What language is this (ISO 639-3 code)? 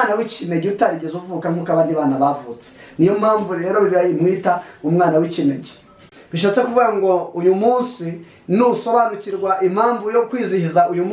kin